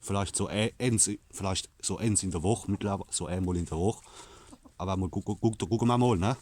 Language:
Palatine German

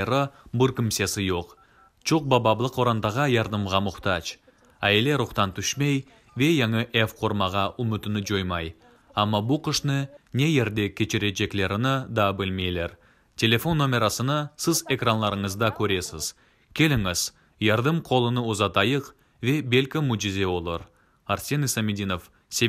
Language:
Crimean Tatar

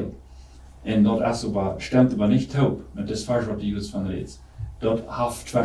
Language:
Plautdietsch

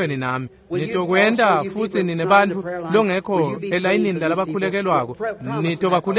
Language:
Swati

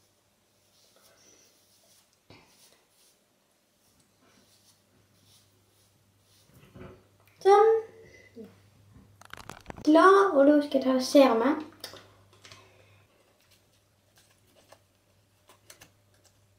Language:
Norwegian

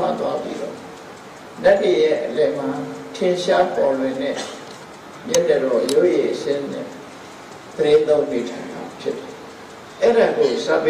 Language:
Burmese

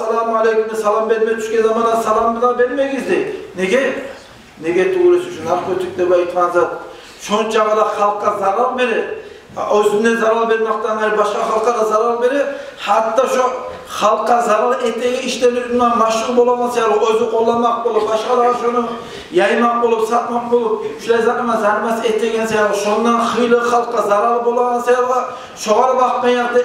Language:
Kumyk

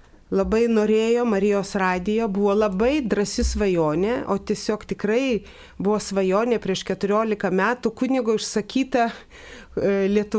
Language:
Lithuanian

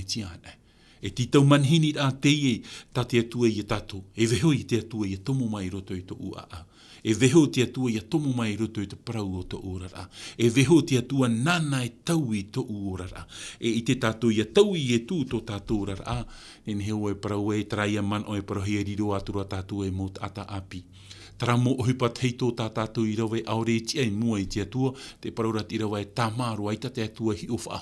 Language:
Tahitian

